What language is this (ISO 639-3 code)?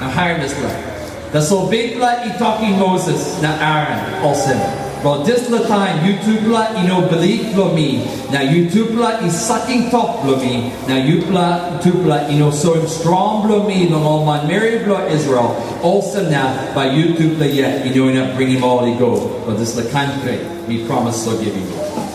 tpi